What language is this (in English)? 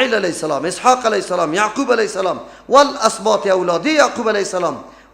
Persian